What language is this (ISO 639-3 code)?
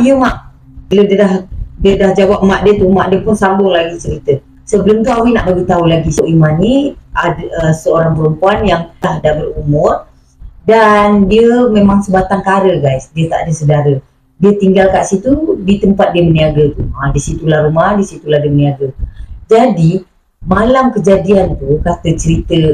msa